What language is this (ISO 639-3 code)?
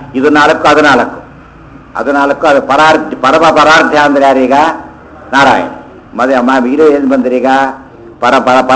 kan